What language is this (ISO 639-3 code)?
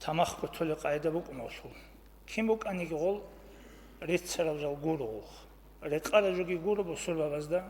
ava